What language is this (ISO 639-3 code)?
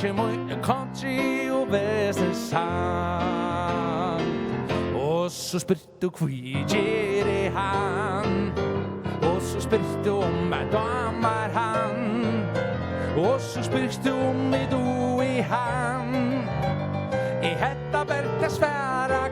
fao